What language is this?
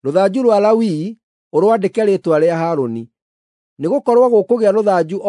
Kikuyu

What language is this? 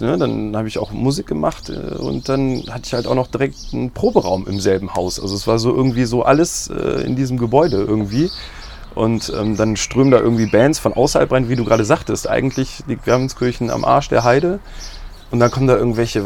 German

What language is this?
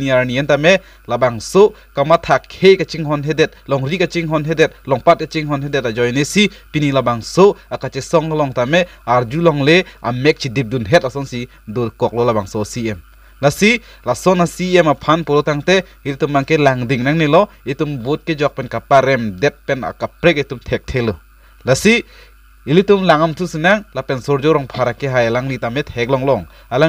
Karbi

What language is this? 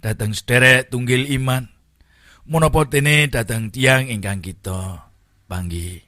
Javanese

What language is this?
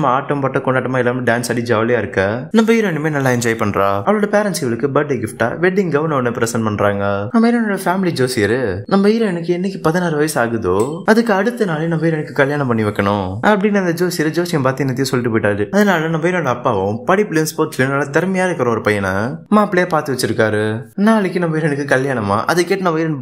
Tamil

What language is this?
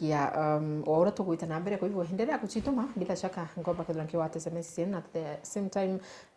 Meru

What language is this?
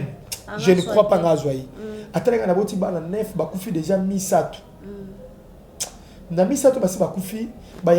Lingala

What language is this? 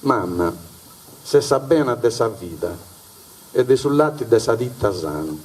Sardinian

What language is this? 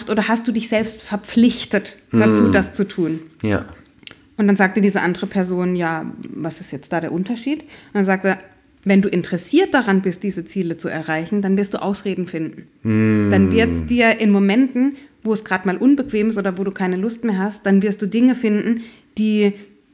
German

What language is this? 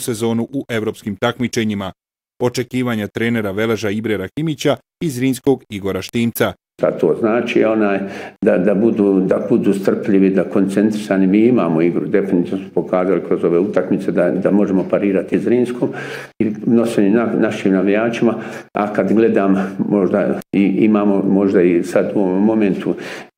Bosnian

